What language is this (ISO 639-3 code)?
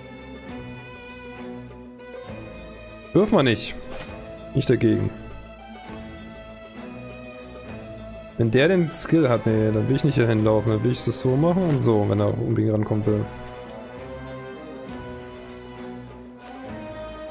deu